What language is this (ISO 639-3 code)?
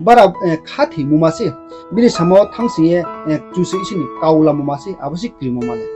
ria